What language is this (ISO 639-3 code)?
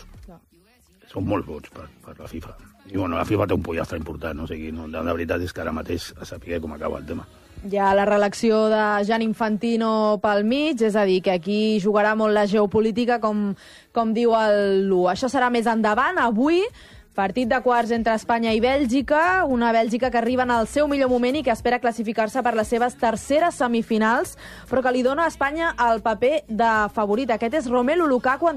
cat